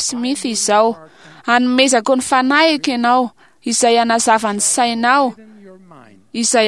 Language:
Malagasy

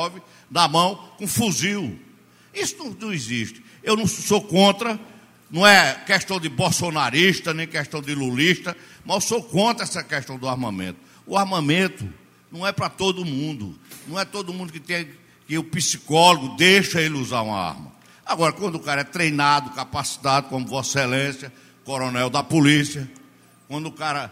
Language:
Portuguese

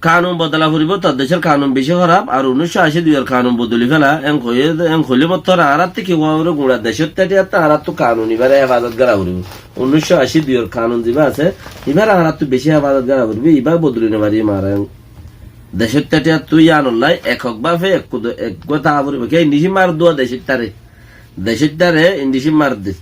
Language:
Rohingya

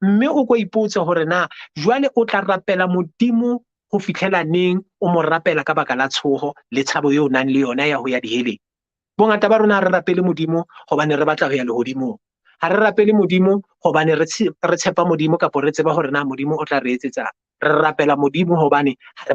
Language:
Southern Sotho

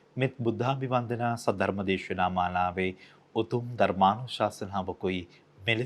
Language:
Sinhala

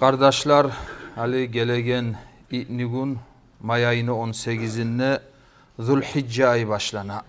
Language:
Kumyk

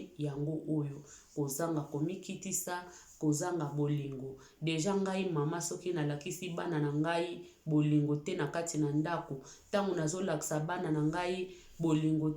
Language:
Lingala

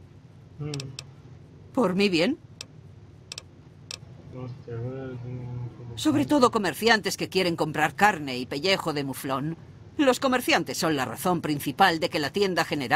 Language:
Spanish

